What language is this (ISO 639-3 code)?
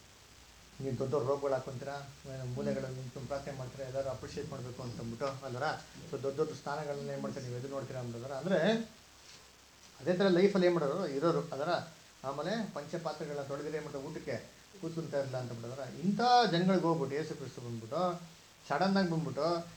kan